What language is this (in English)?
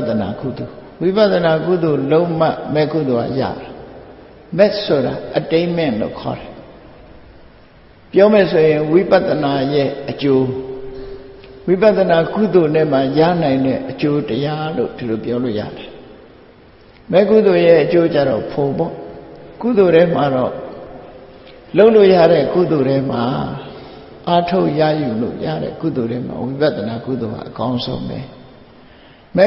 Burmese